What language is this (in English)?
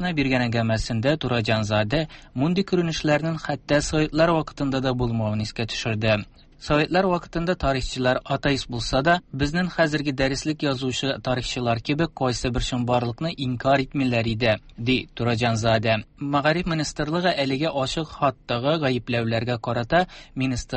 Tatar